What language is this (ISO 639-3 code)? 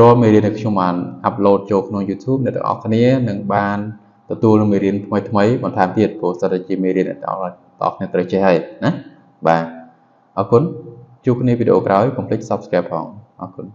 khm